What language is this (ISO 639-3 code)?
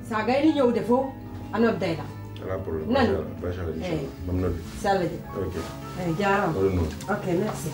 fuf